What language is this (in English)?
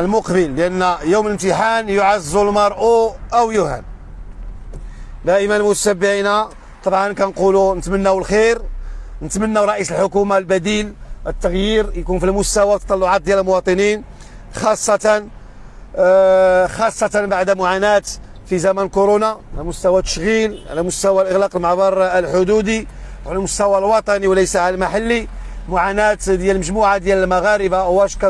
Moroccan Arabic